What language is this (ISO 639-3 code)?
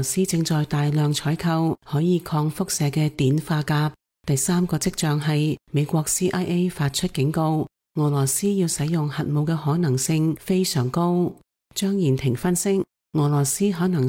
yue